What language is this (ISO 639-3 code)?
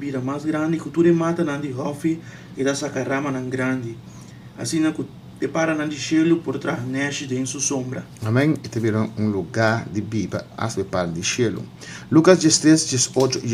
pap